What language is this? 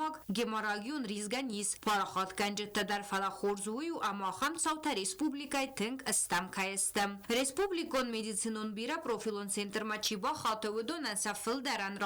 Ossetic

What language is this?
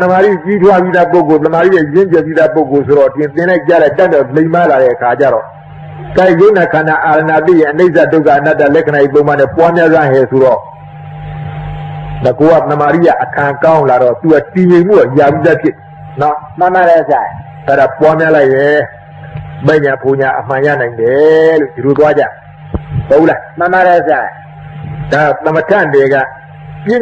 Burmese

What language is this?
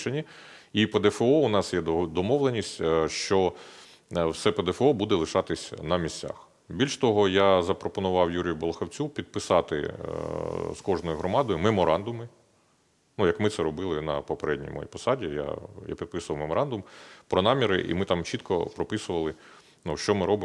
Ukrainian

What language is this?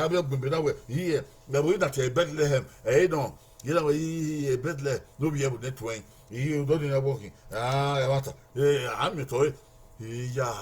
Bini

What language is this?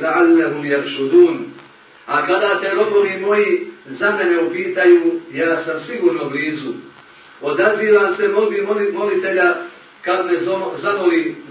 Bosnian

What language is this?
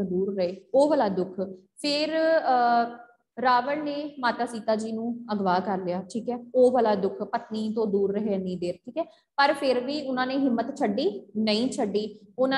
Punjabi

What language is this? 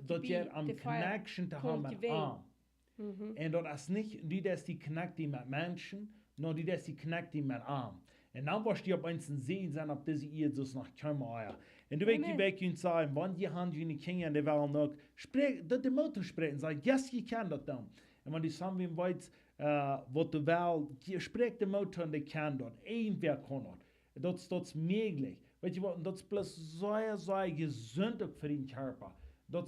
Plautdietsch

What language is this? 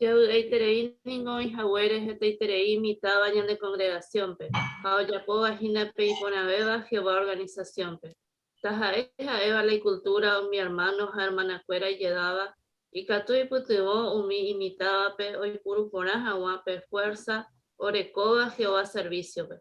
Guarani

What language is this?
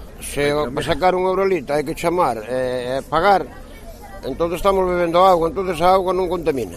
Galician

